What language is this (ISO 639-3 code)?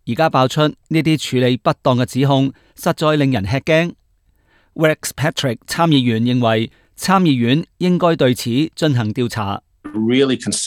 yue